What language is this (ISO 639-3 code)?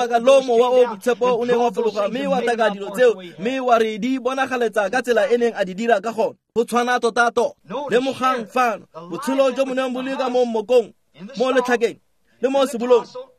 tsn